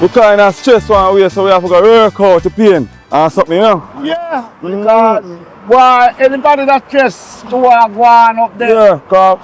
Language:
Jamaican Creole English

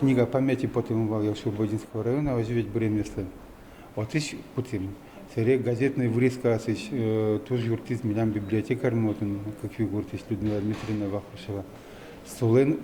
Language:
Udmurt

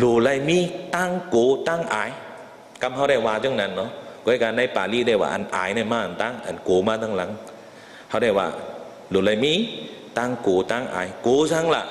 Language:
Shan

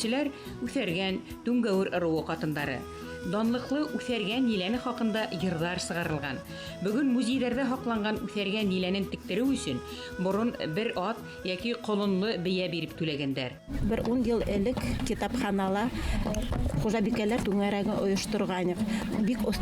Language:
Bashkir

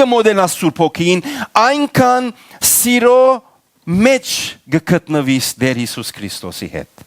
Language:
Western Armenian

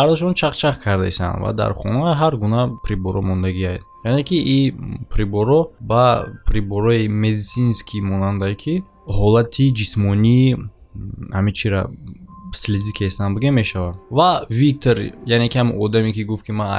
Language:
Tajik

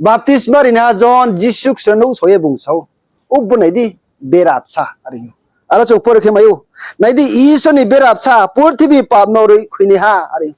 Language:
Riang (India)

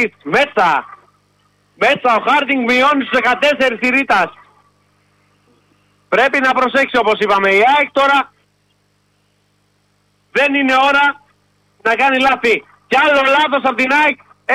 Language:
Greek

